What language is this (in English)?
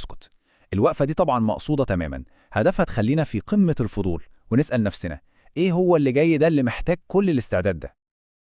Egyptian Arabic